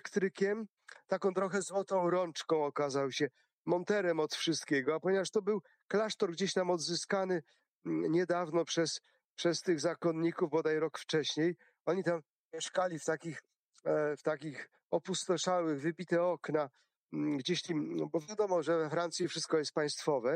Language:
Polish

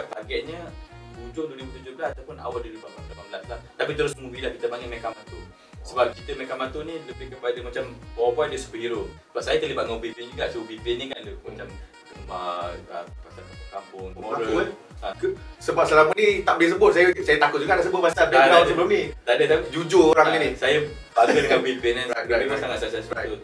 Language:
Malay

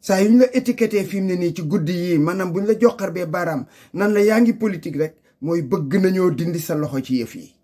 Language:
Wolof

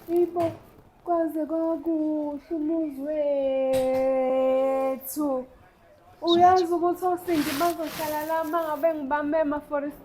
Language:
Zulu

